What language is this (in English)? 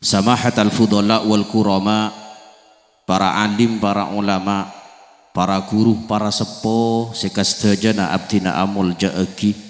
Madurese